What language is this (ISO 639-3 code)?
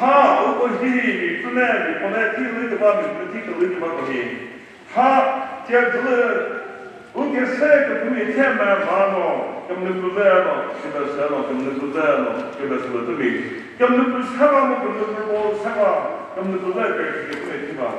nri